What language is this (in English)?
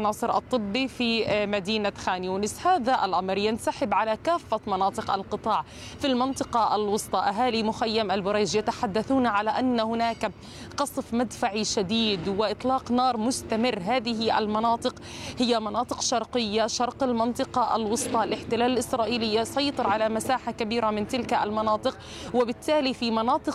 Arabic